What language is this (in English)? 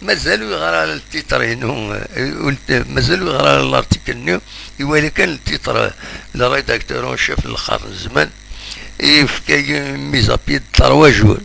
Kabyle